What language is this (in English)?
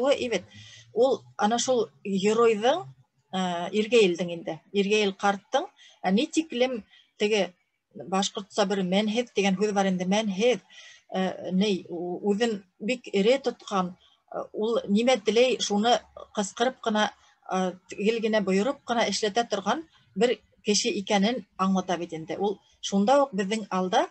Bashkir